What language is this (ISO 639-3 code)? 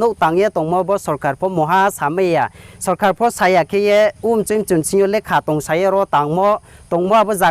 ria